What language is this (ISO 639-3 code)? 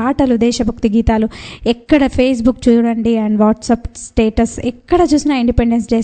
tel